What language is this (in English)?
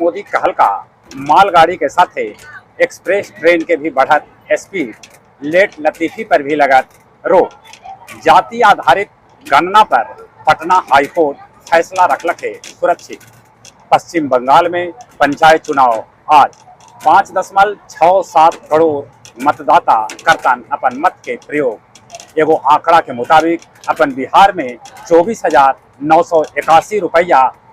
Magahi